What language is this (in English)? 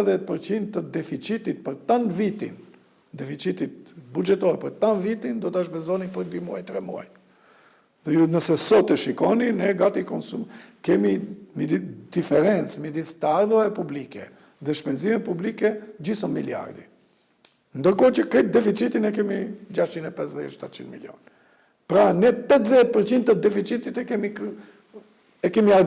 Albanian